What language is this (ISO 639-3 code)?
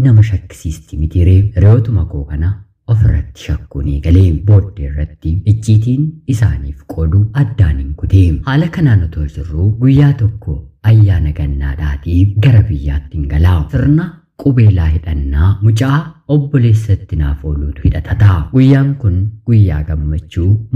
orm